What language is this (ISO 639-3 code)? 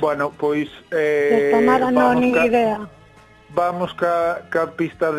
glg